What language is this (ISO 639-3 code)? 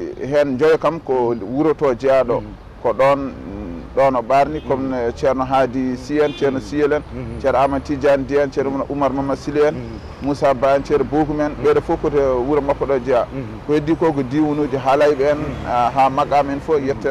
ful